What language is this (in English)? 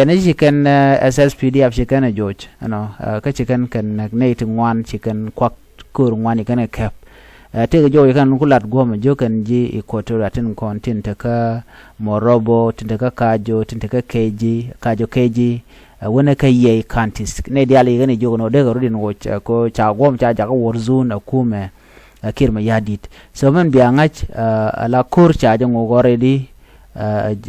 Nuer